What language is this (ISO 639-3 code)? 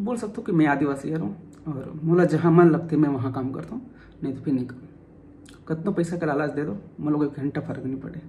hne